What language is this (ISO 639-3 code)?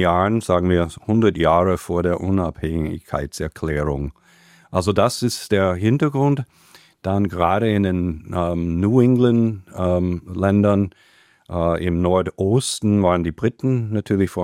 deu